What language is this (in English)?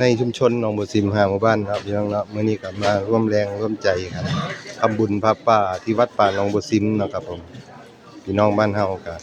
Northeastern Thai